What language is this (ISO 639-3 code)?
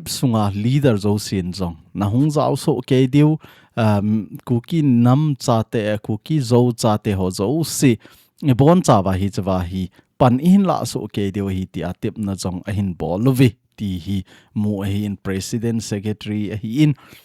tcz